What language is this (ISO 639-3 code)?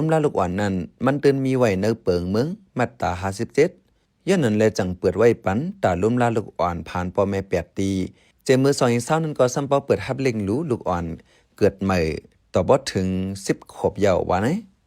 shn